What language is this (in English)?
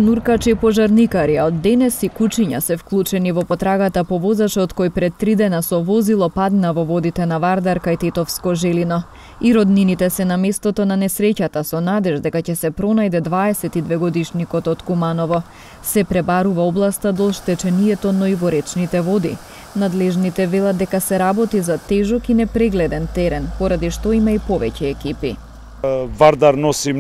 Macedonian